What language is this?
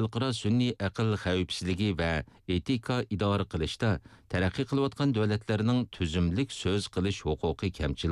Uyghur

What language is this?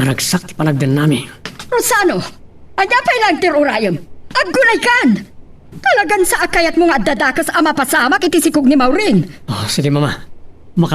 Iloko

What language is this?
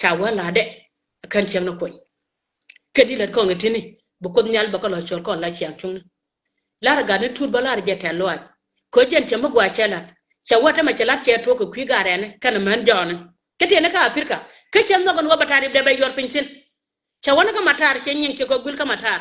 Nuer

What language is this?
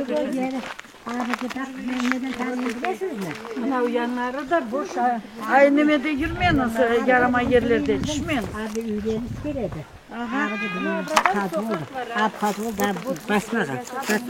Crimean Tatar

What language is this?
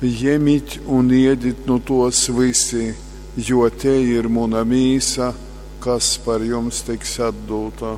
Latgalian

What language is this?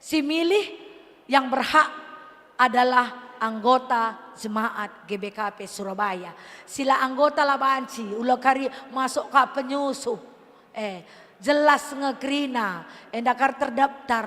Batak Karo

